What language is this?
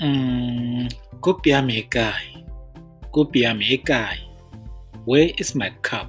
Tswana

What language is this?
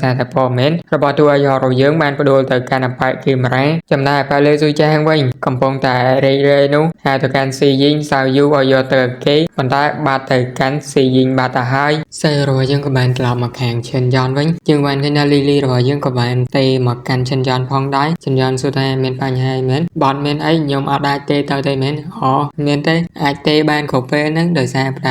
Khmer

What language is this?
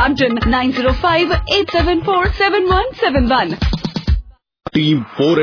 Punjabi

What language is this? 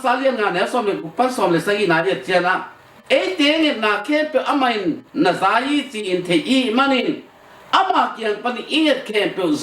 Tedim Chin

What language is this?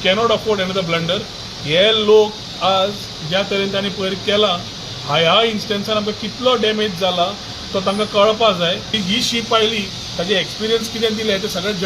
Konkani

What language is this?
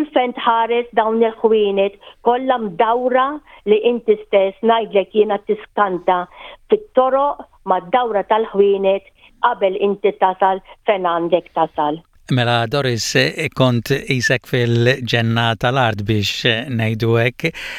Maltese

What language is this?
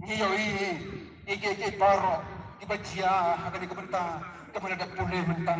Khasi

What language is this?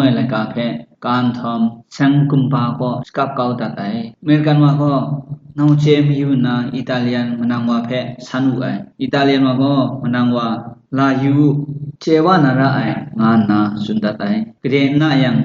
Kachin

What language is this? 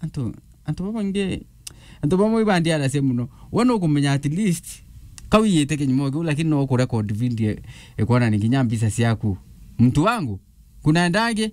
Meru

